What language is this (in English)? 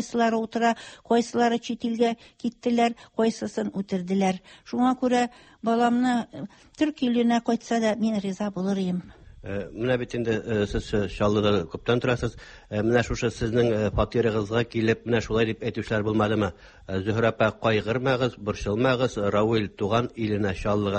Tatar